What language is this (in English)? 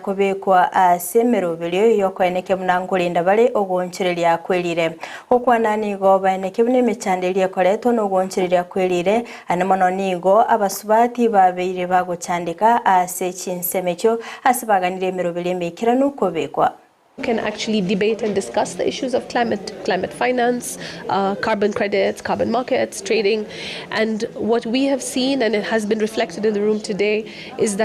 Gusii